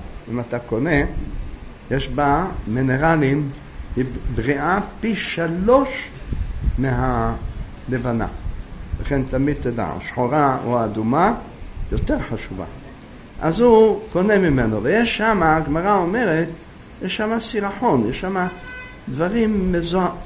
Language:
Hebrew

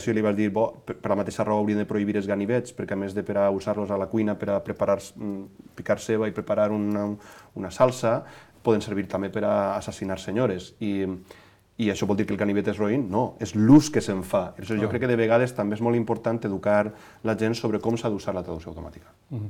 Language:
Catalan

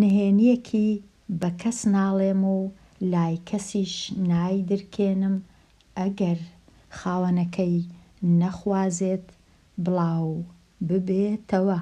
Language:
Central Kurdish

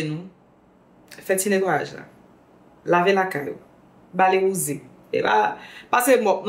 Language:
Haitian Creole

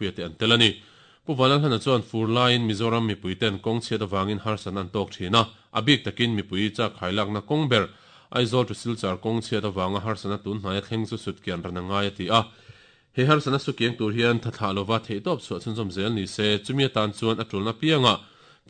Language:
Mizo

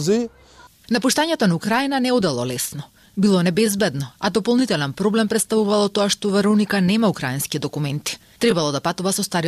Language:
Macedonian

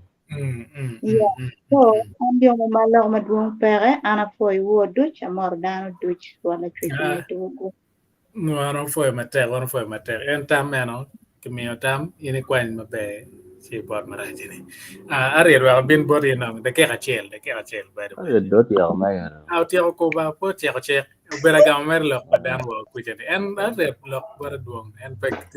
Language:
Acoli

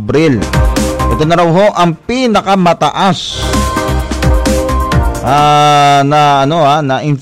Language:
Filipino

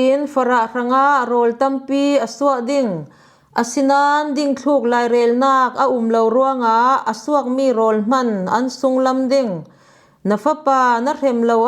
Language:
Falam Chin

